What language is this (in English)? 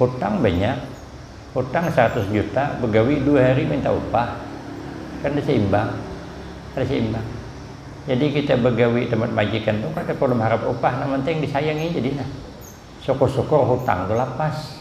Banjar